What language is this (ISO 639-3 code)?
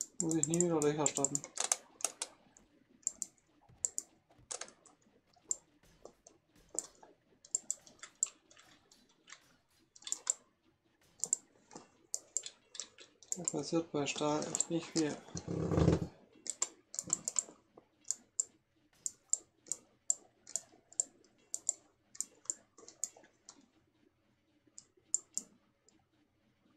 deu